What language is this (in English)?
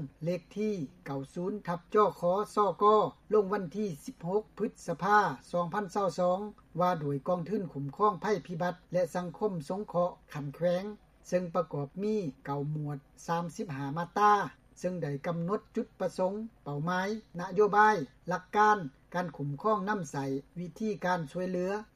Lao